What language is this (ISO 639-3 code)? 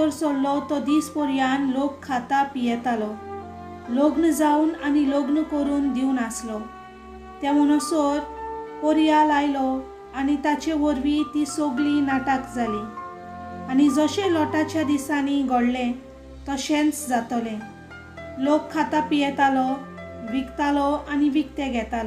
kok